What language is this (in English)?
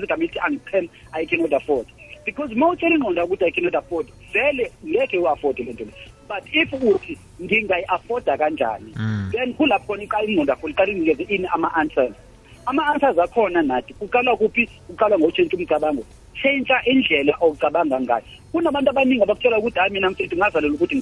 South Ndebele